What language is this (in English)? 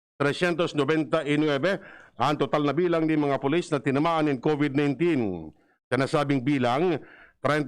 Bikol